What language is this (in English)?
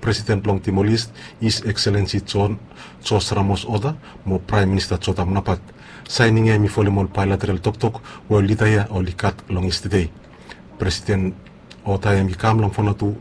Bislama